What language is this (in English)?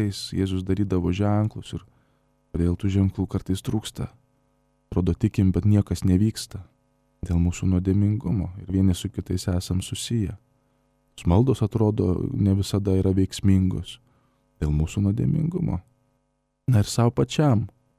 Lithuanian